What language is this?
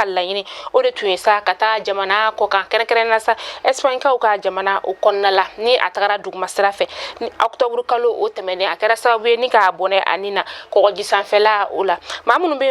Bambara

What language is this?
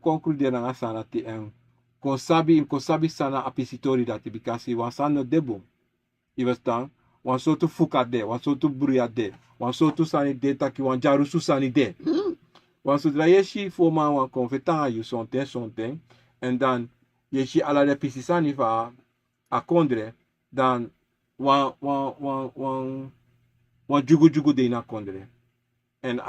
Sranan Tongo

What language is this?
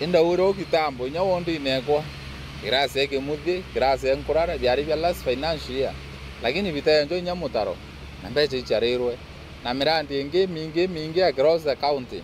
Meru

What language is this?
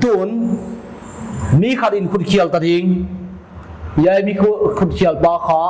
Paite Chin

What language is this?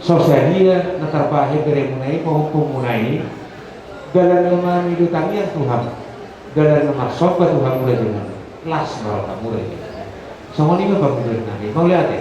Batak Toba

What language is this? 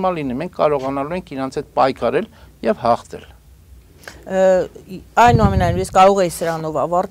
Armenian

